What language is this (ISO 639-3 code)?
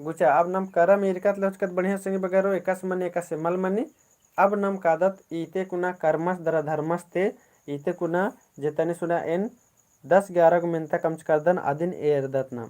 kru